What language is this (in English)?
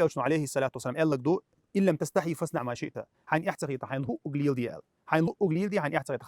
Chechen